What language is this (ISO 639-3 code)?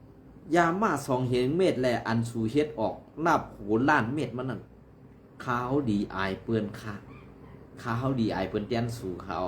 shn